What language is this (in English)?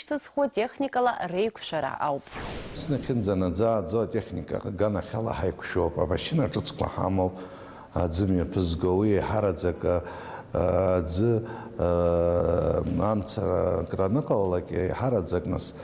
Abkhazian